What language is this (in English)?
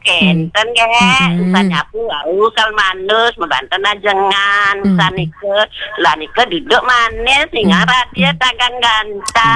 Balinese